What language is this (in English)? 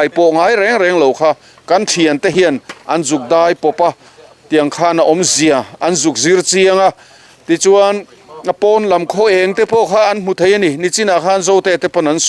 Mizo